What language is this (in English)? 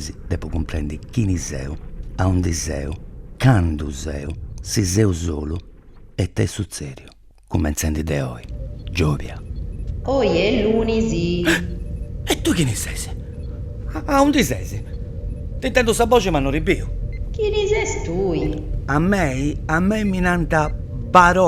Sardinian